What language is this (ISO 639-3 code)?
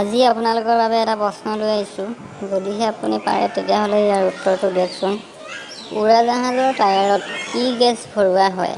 asm